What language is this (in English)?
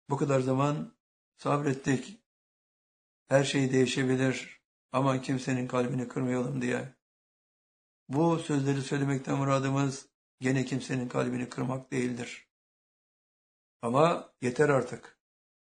Turkish